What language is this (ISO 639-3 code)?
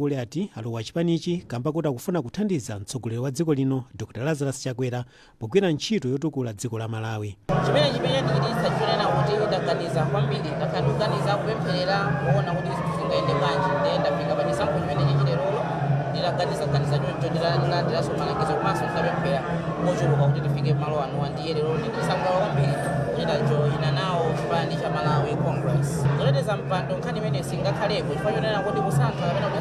nya